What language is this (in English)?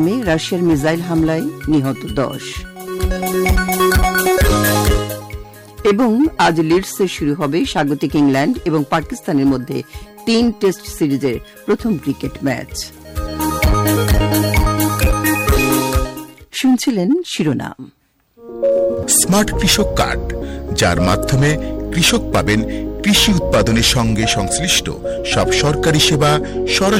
Bangla